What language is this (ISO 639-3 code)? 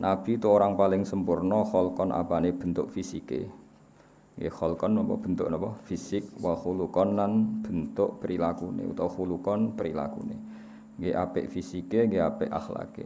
jav